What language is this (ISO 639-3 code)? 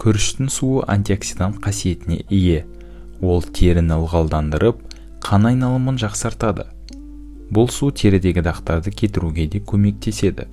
kaz